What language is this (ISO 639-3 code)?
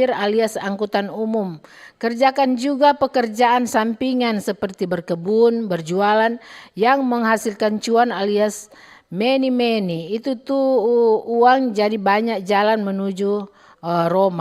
xmm